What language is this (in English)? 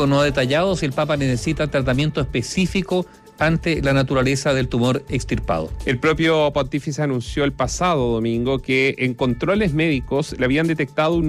Spanish